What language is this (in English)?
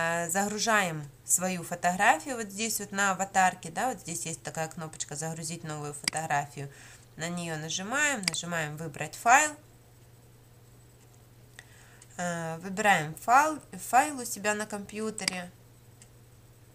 Russian